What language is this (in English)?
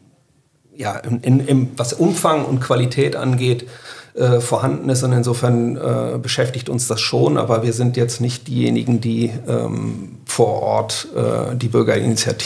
German